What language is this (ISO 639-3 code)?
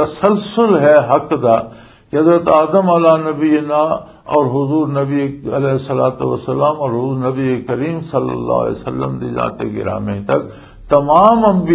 lah